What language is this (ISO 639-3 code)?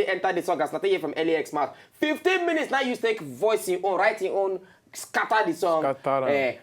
pcm